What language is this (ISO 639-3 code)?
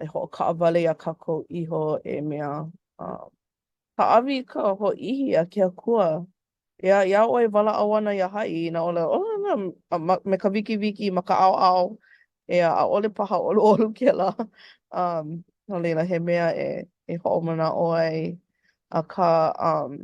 haw